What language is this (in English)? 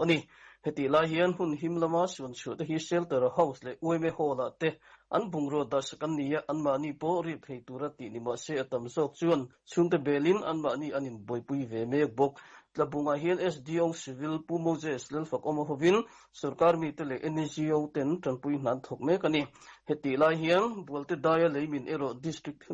Mizo